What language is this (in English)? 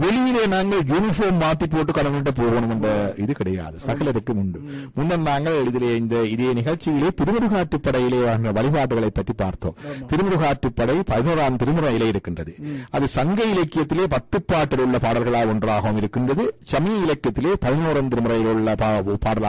Tamil